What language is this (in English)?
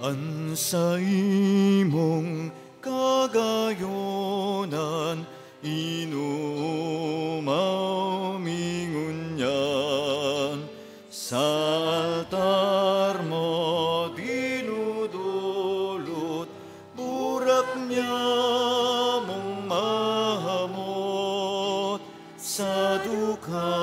Bikol